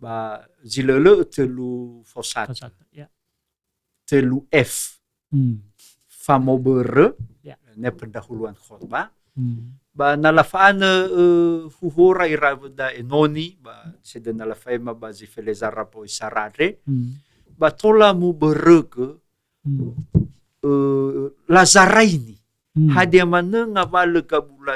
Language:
Nias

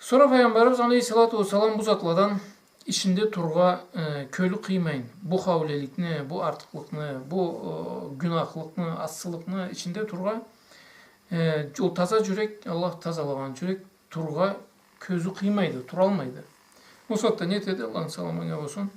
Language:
Karachay-Balkar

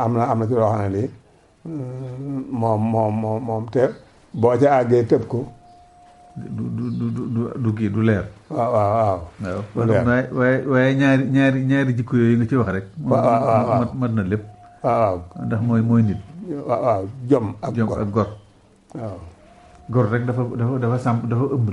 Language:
Wolof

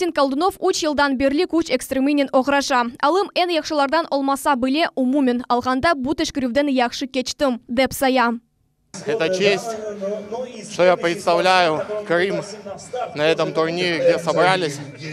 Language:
Crimean Tatar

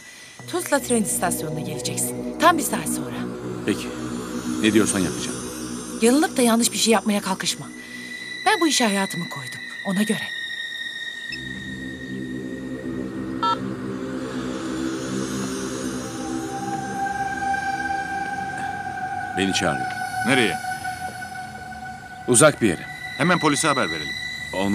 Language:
Turkish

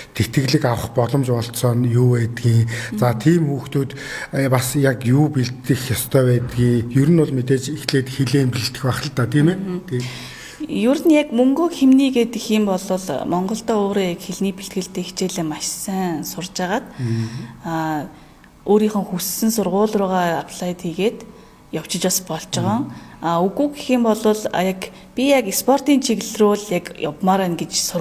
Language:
Mongolian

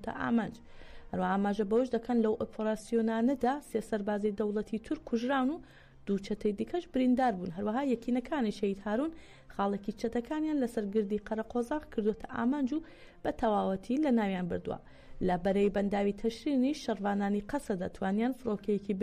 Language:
Central Kurdish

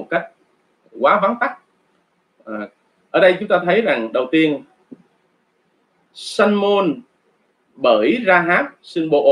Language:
Vietnamese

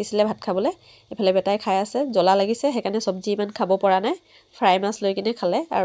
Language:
Assamese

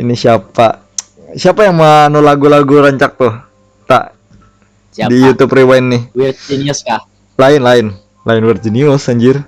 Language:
Banjar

